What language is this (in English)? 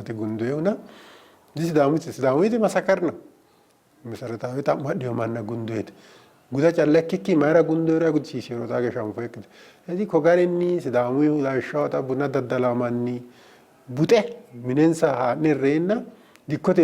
Sidamo